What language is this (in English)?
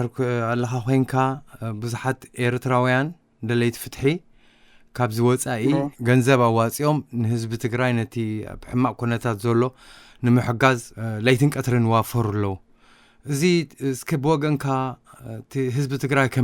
Tigrinya